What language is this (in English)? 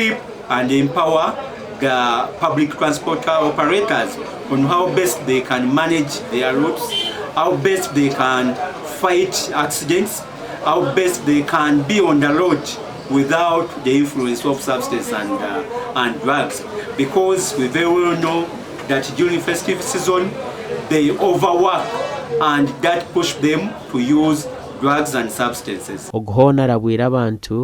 Nyankole